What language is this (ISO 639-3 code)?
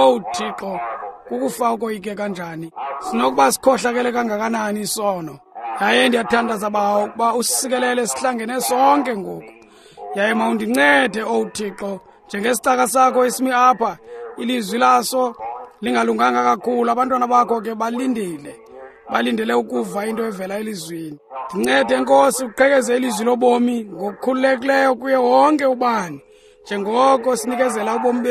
xho